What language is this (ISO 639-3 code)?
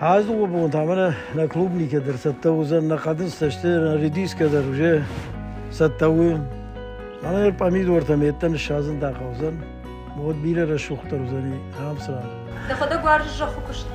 oss